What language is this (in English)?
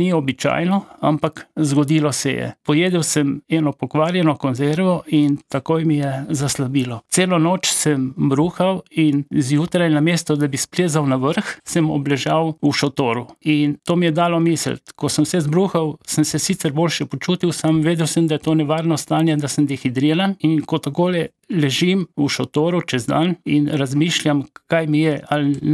Slovenian